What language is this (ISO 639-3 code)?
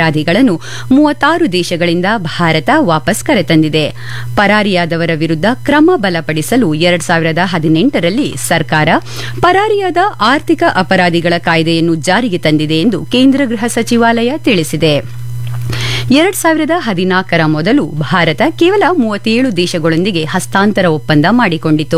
kan